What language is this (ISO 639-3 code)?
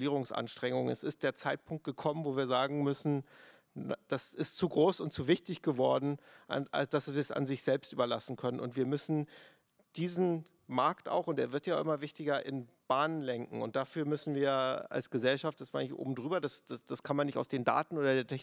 deu